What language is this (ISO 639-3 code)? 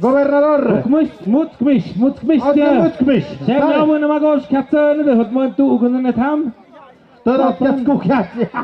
mxp